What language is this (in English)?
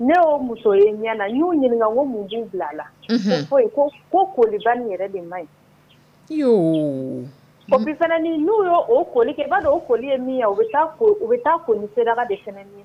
Dyula